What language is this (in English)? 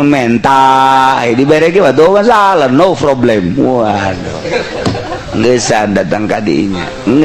Sundanese